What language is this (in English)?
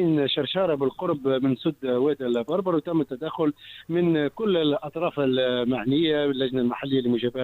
Tunisian Arabic